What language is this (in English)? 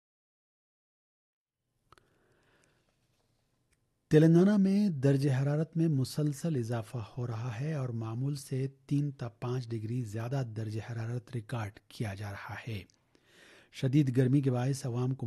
Urdu